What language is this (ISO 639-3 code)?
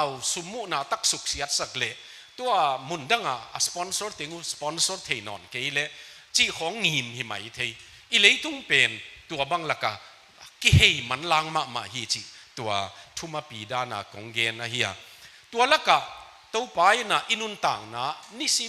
ctd